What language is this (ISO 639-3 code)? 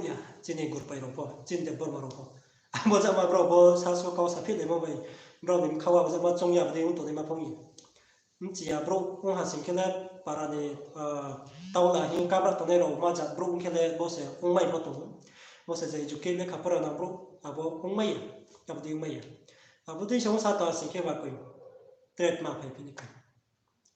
ria